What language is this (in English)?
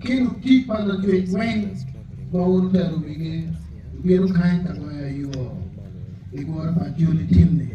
Acoli